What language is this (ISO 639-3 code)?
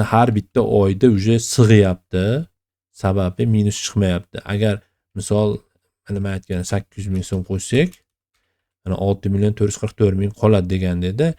uzb